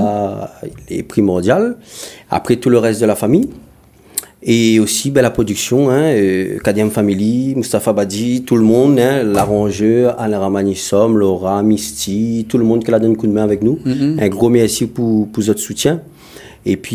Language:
Réunion Creole French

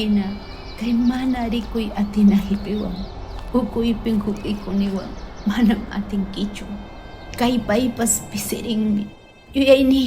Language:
Ayacucho Quechua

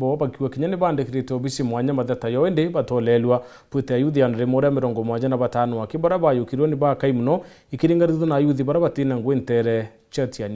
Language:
Meru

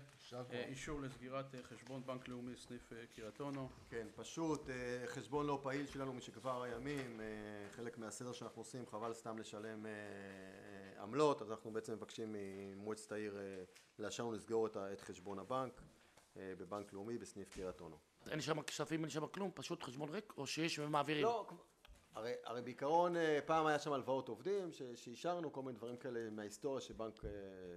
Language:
Hebrew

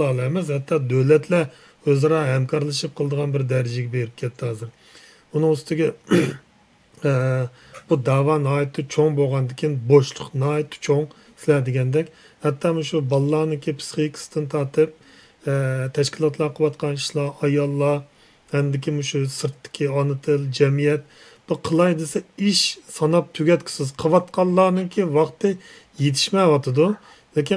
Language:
Uyghur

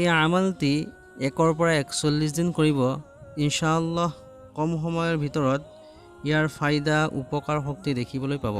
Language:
Assamese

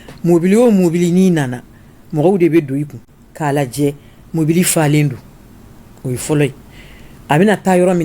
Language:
Bambara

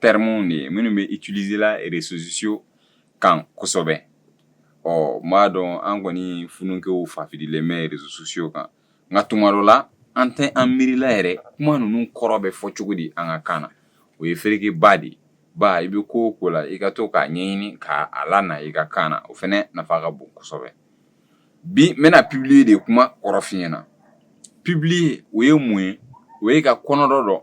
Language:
Bambara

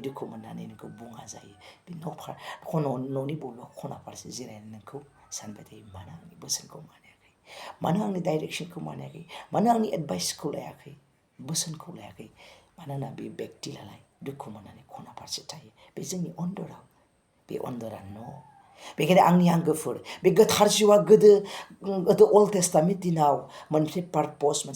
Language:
Bodo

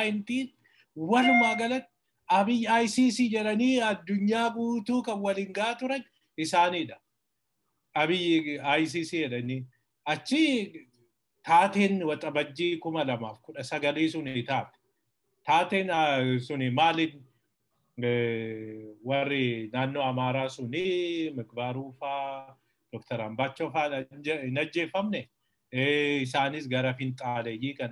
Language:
Oromo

